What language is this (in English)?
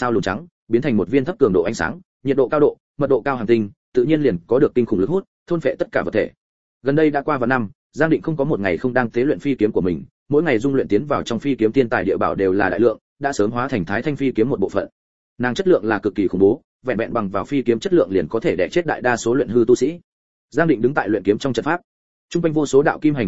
Vietnamese